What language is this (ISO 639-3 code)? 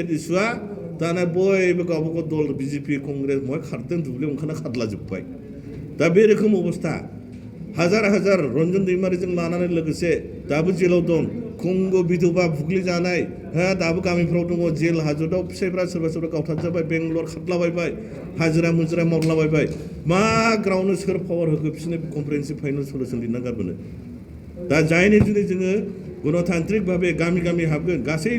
brx